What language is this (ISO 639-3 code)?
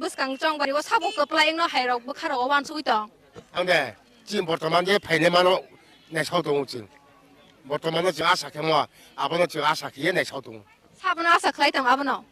trp